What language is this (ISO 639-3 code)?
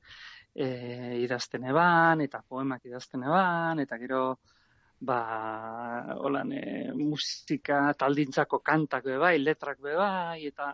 eus